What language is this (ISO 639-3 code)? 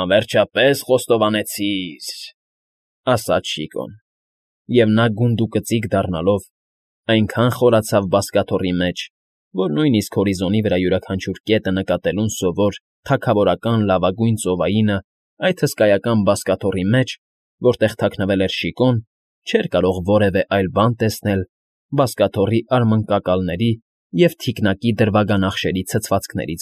hye